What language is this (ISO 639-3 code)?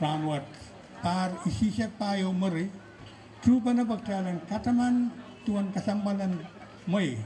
pon